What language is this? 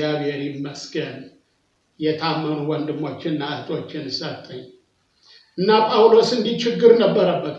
Amharic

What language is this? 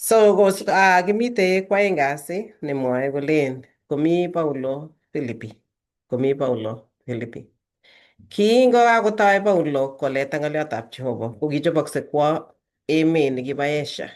Kalenjin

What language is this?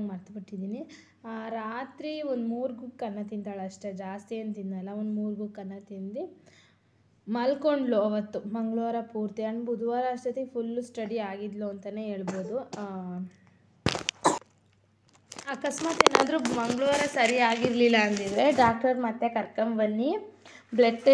Kannada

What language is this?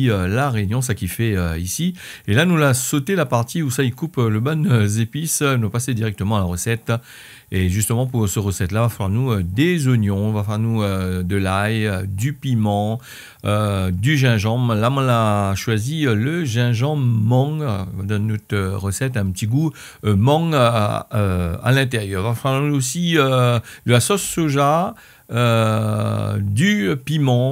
Réunion Creole French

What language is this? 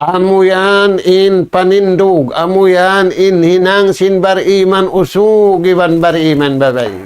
Tausug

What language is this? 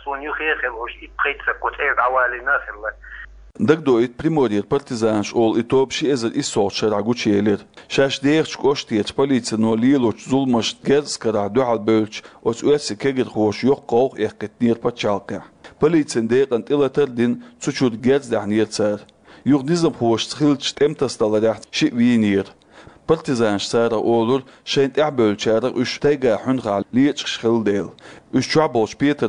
Chechen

